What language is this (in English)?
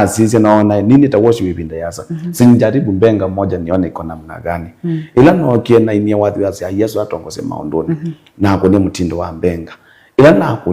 Kamba